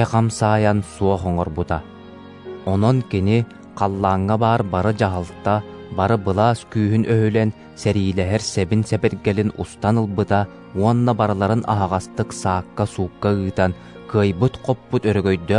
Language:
Yakut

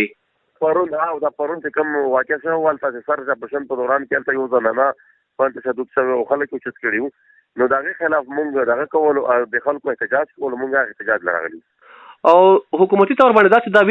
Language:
Pashto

